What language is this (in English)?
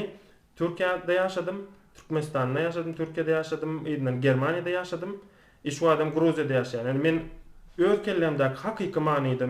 Turkmen